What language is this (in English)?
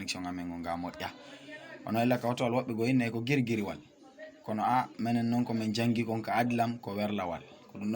Fula